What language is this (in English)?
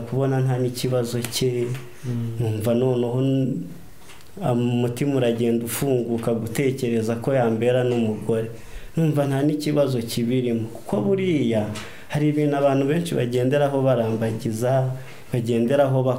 Kinyarwanda